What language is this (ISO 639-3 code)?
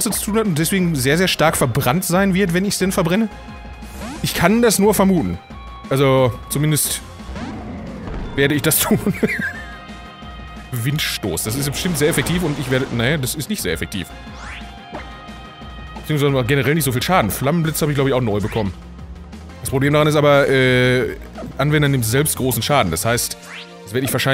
deu